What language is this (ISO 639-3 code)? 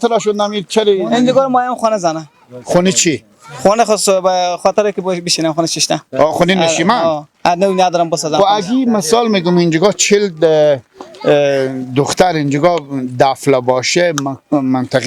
fas